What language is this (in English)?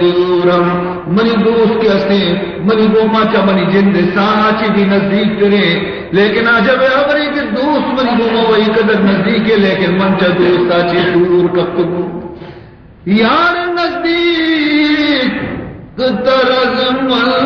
Baluchi